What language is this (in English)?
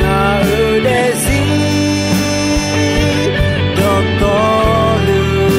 Akha